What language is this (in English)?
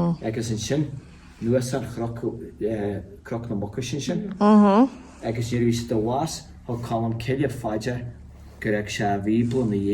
Irish